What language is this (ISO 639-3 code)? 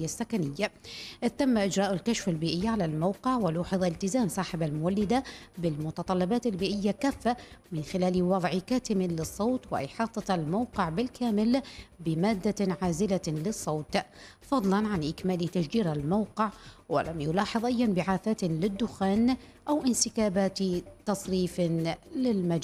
ara